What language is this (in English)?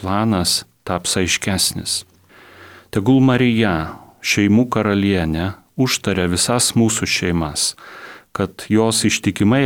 Lithuanian